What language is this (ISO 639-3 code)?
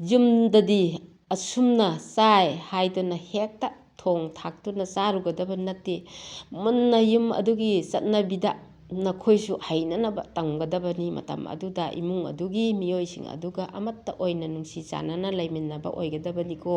mni